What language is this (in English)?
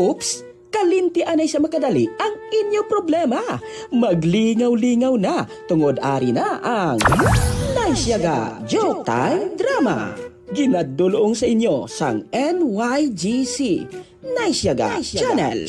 Hiligaynon